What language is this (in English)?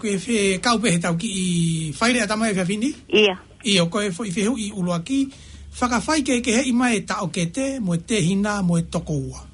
Tongan